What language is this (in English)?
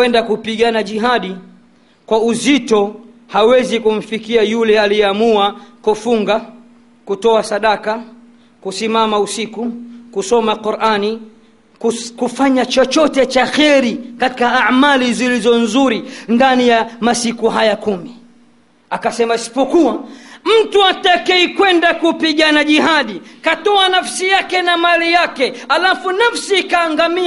Swahili